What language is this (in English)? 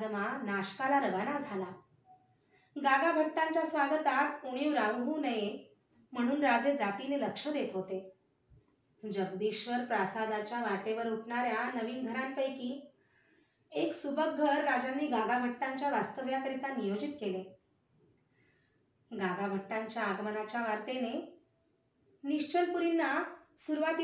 Marathi